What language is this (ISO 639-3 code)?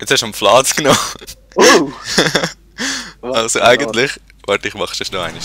gsw